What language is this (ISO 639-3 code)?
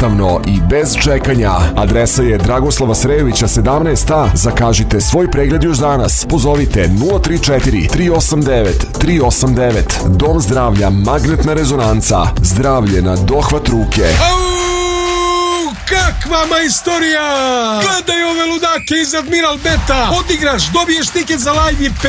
srp